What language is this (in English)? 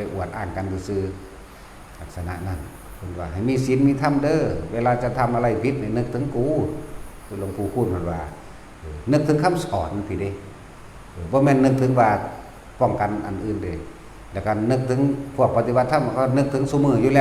Northeastern Thai